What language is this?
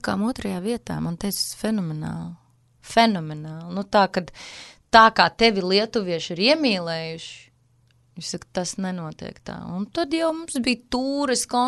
Latvian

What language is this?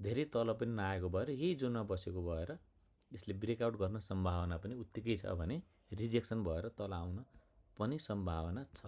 Nepali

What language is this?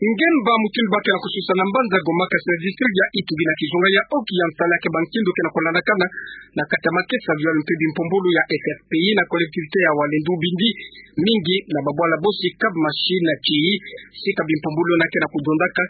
Kituba (Democratic Republic of Congo)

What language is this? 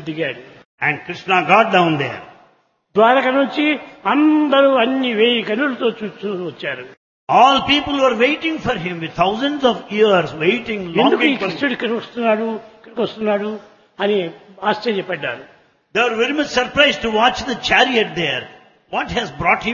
Telugu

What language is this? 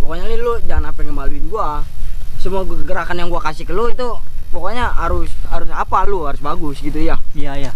Betawi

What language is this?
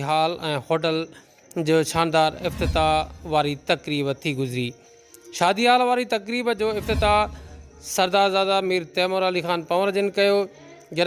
Sindhi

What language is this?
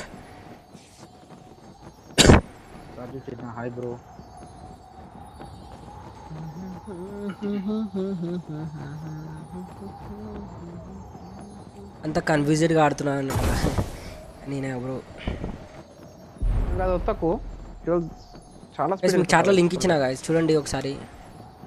Telugu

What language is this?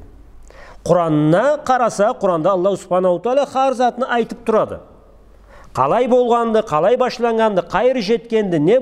Karachay-Balkar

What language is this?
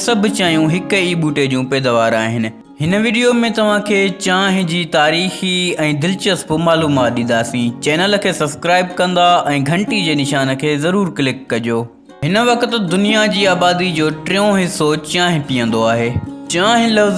Sindhi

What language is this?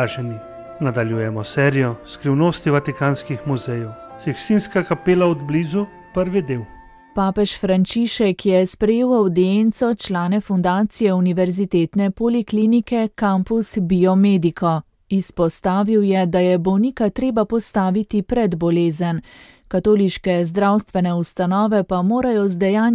Slovenian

